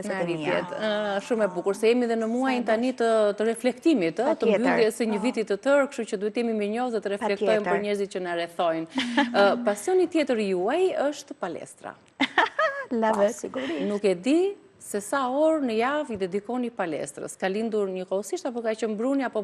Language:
Albanian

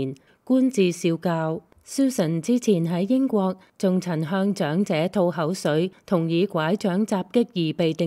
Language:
Cantonese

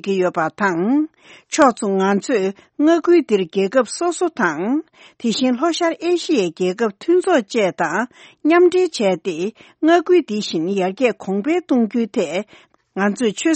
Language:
Tibetan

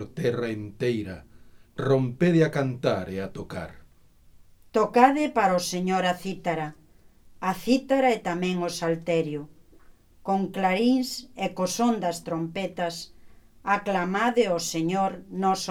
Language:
Galician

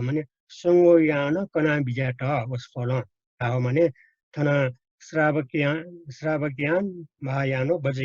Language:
Newari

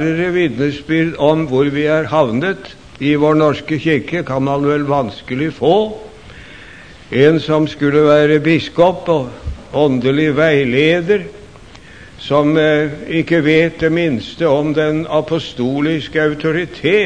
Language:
Norwegian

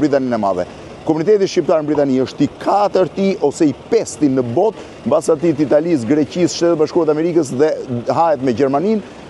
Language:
Albanian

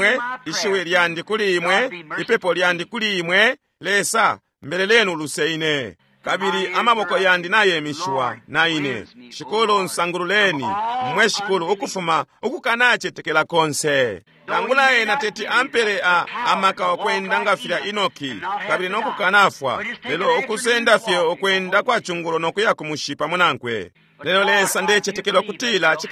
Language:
Bemba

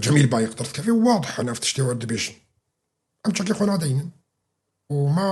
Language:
Kurdish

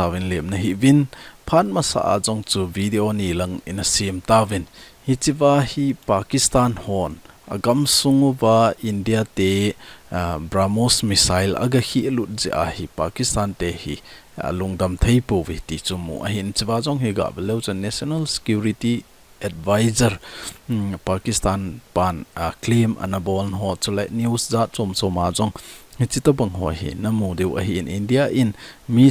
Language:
Thado Chin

